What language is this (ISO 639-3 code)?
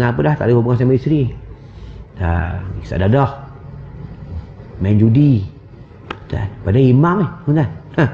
msa